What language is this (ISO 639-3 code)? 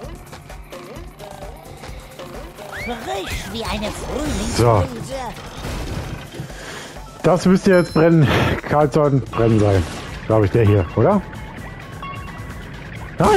deu